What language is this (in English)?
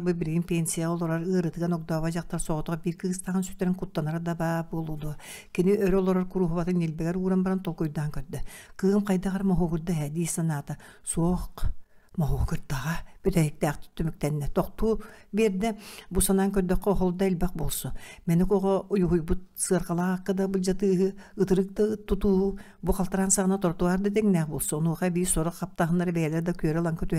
Yakut